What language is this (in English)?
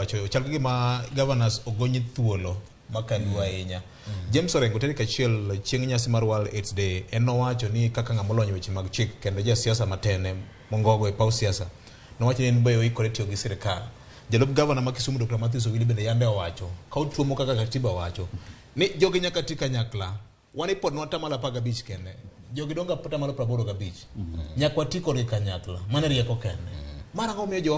Luo (Kenya and Tanzania)